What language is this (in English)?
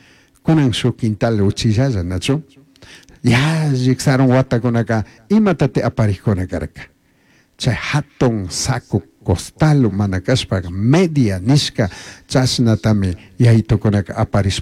Chimborazo Highland Quichua